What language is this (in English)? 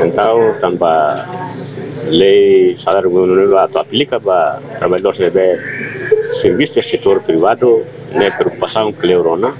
Tetum